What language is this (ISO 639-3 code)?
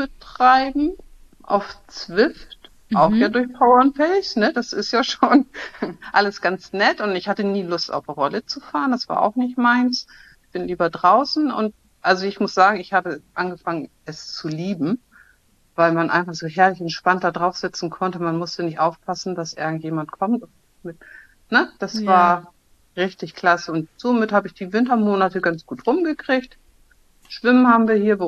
deu